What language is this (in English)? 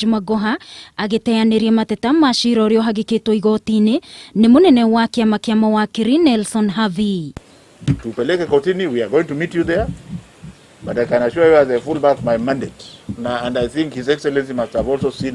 Kikuyu